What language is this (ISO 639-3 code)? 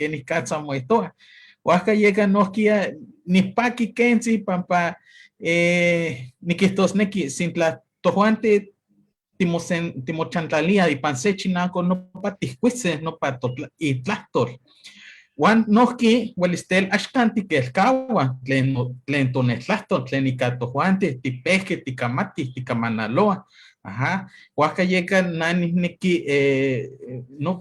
nhe